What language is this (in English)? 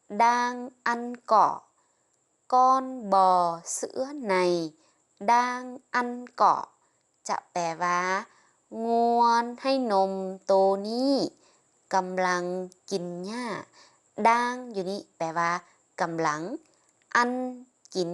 Lao